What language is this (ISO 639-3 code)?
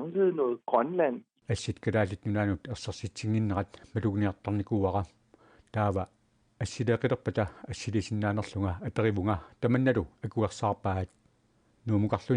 kal